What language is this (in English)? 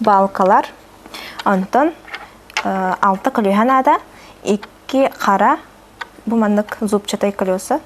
Yakut